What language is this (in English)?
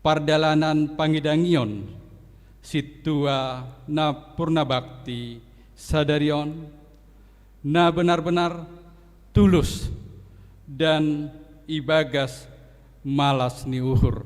Batak Simalungun